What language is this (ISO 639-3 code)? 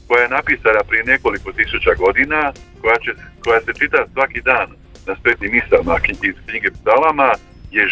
hrv